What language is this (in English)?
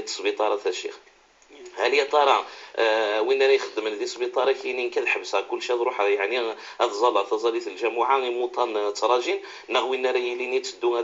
Kabyle